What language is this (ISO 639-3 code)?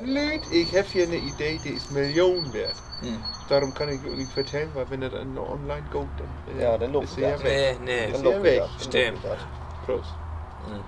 nds